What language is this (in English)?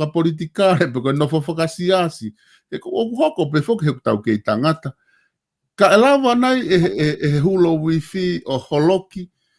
Tongan